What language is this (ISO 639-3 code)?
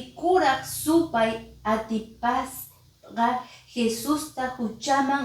que